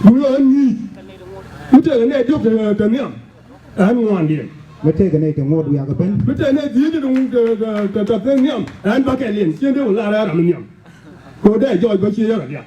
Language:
Nuer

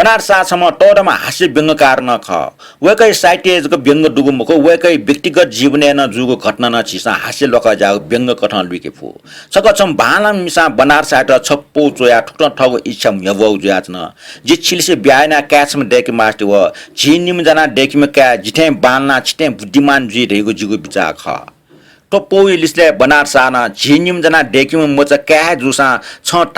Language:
Newari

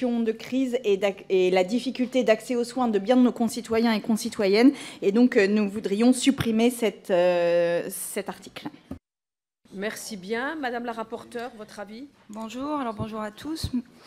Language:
French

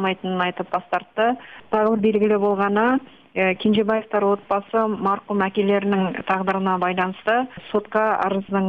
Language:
Kyrgyz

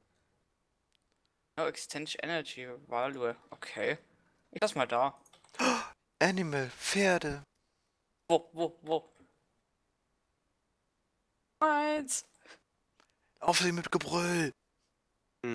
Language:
German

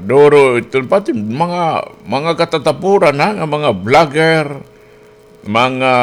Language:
Waray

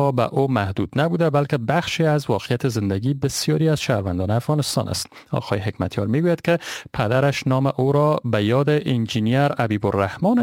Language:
Persian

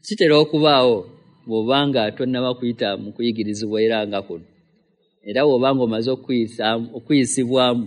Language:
Ganda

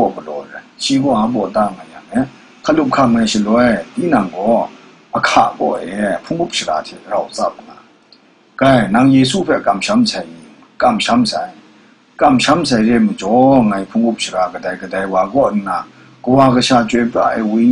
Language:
Kachin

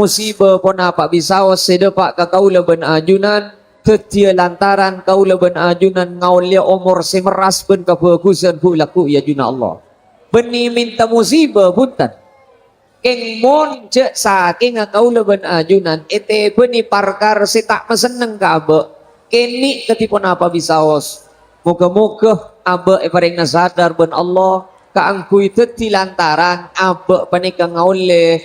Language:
Madurese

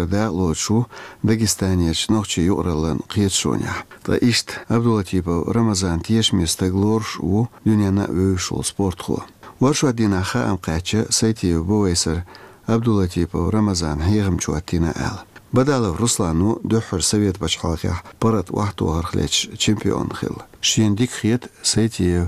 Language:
Chechen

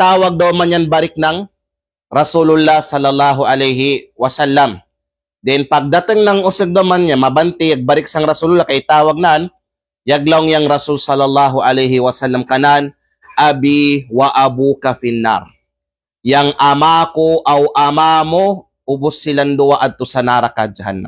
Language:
Kalagan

